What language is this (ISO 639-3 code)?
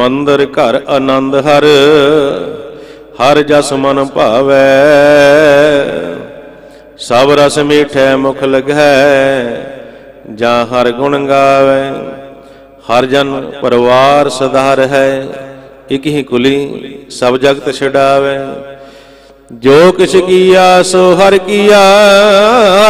pan